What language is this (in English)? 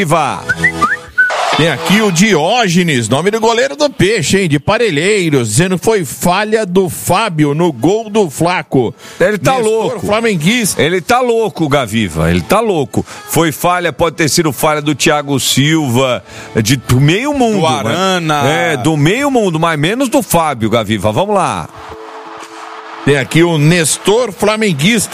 Portuguese